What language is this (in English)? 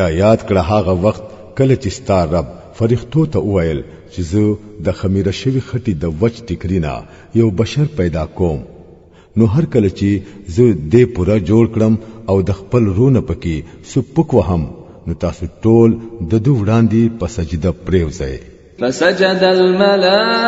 Pashto